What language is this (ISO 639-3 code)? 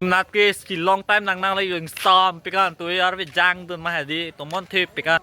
mjw